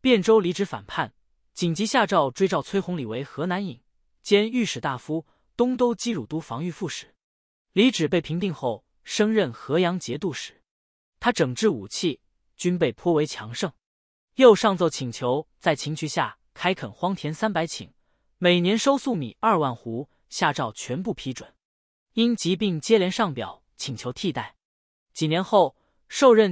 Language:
Chinese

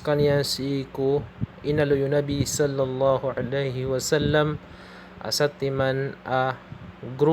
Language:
Maranao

